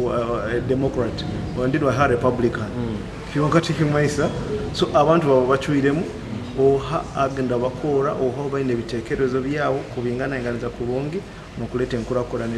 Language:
Nyoro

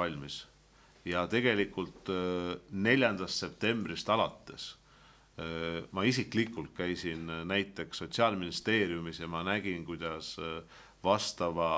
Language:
Estonian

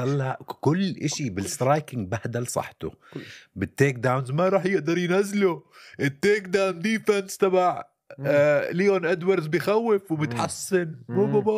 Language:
North Levantine Arabic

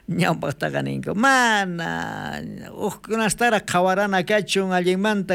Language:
South Bolivian Quechua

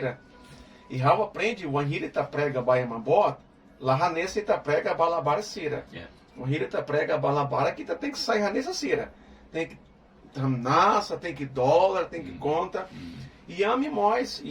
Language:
Tetum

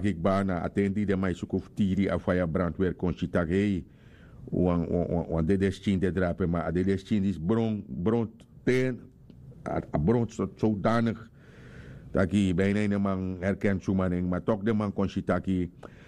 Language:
Sranan Tongo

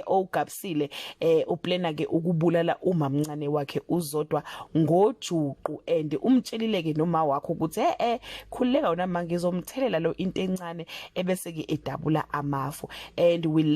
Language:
Zulu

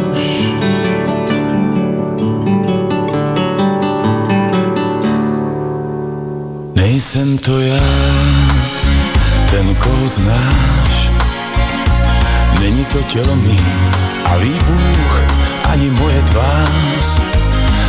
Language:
Czech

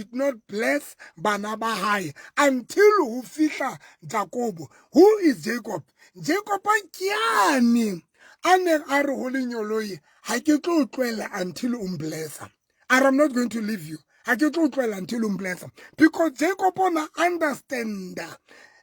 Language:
Southern Sotho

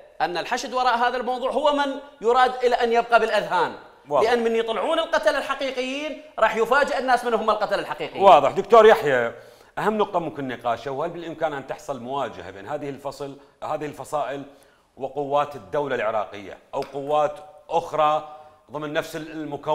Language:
Mesopotamian Arabic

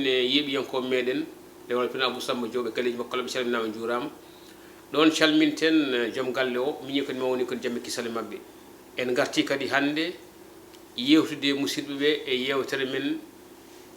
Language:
Fula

